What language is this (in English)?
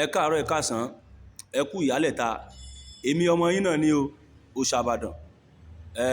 Yoruba